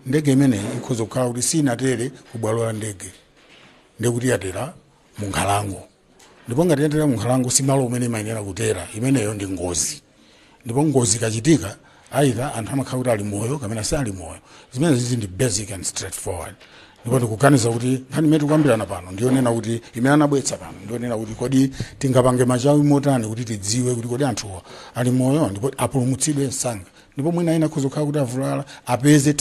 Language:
Nyanja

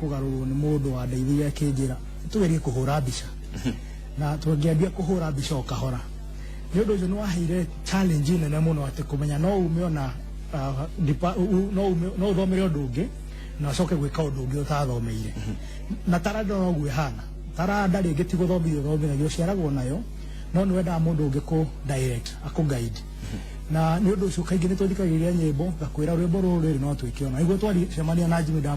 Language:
Kikuyu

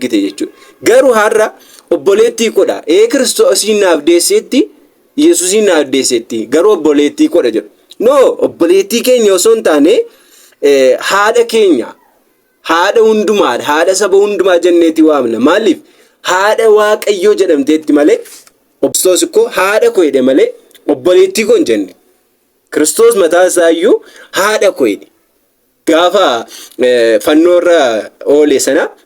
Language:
Oromo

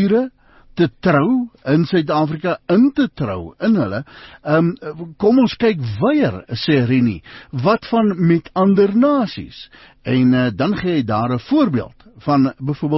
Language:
Afrikaans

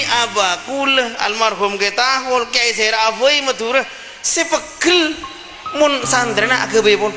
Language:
Madurese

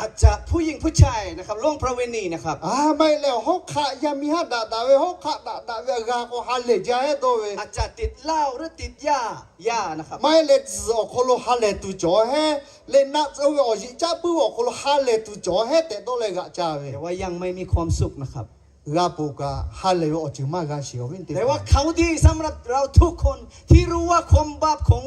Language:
Lahu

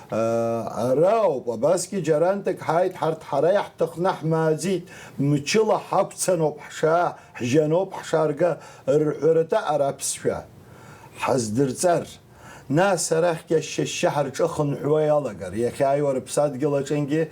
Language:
Abkhazian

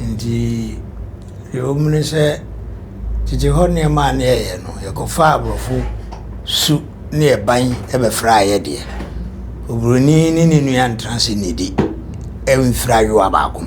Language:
Akan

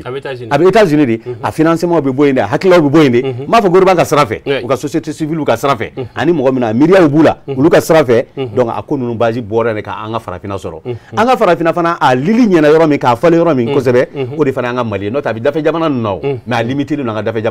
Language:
Bambara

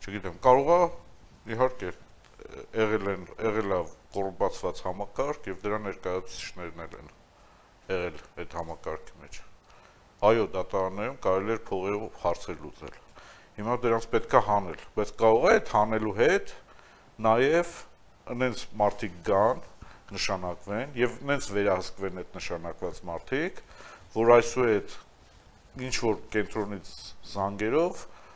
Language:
Armenian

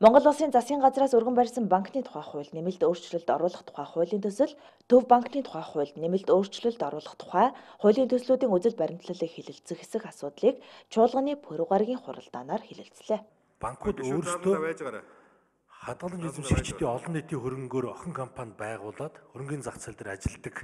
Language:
Mongolian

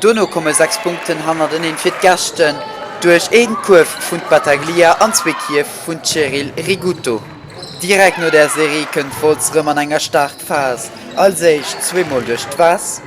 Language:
Luxembourgish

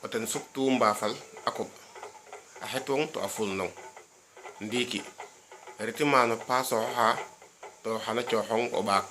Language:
Serer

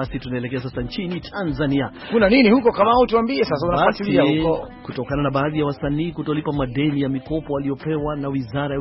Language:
Swahili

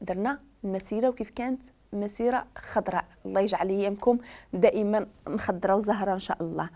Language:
Moroccan Arabic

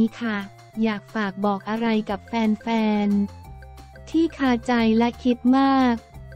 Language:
Thai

